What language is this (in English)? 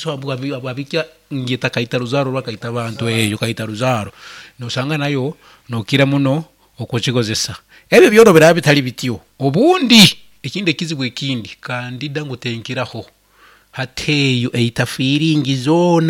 Nyankole